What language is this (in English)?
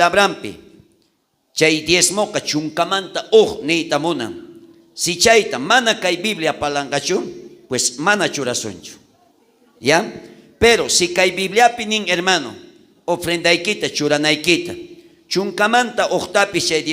South Bolivian Quechua